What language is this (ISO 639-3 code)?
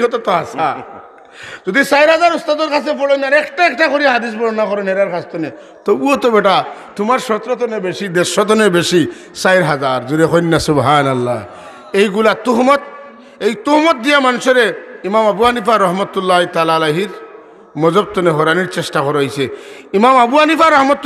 syl